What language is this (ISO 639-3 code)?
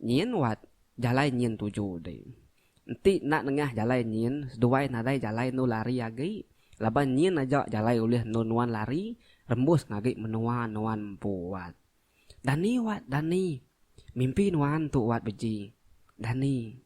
iba